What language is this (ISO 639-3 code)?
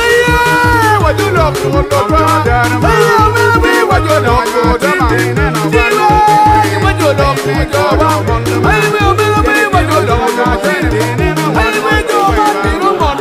ach